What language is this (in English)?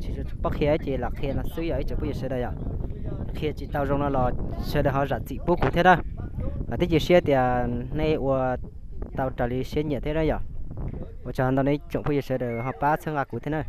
Hmong